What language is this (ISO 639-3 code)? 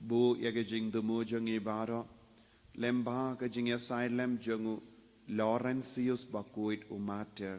kha